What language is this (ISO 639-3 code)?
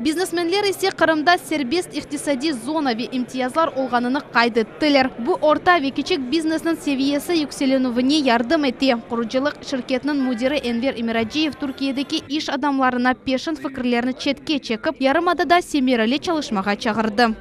crh